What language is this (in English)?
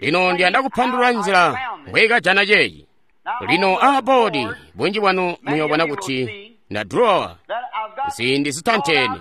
Tonga (Zambia)